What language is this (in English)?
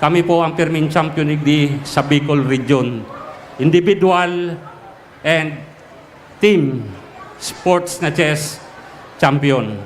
Bikol